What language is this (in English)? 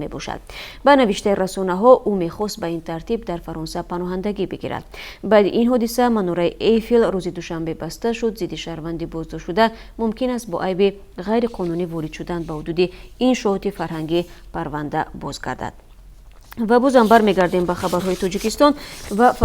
Tajik